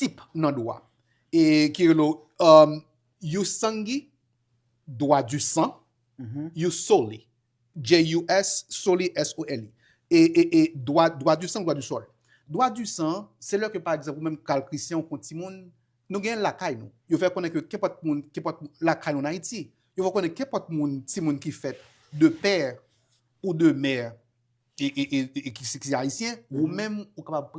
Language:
Haitian Creole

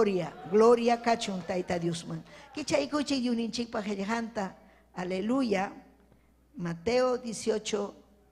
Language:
Ayacucho Quechua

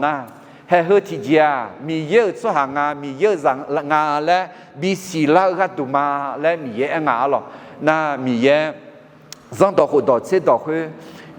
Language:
Akha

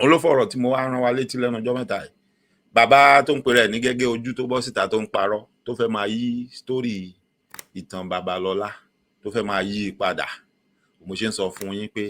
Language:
Yoruba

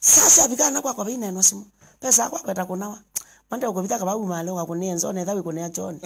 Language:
Kamba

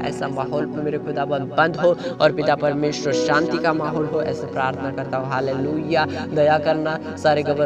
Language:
Hindi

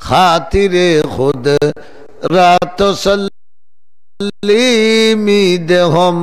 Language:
Sylheti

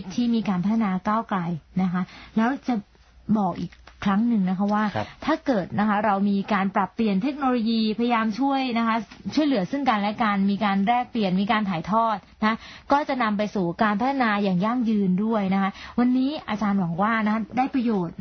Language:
Thai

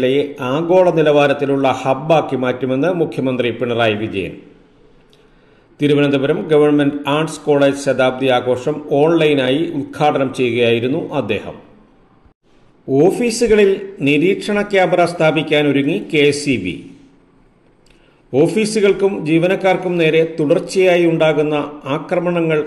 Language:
Malayalam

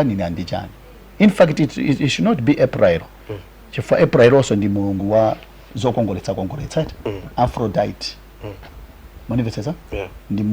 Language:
Nyanja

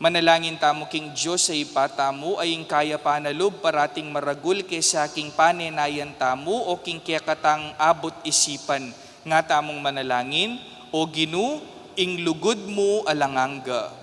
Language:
Pampanga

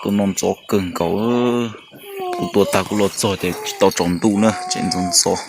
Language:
Hmong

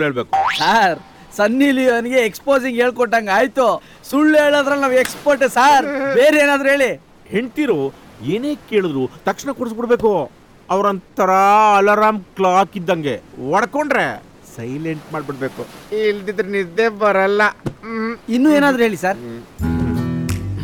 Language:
Kannada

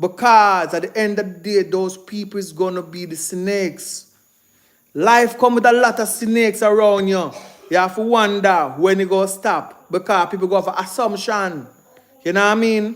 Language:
Jamaican Creole English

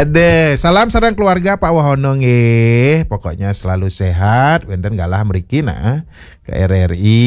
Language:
Balinese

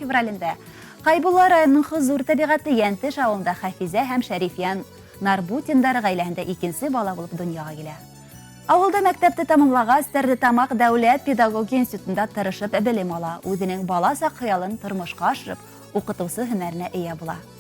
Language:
Bashkir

